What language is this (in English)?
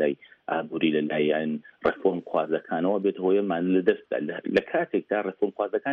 Central Kurdish